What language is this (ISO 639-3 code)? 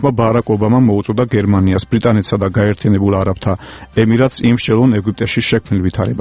kat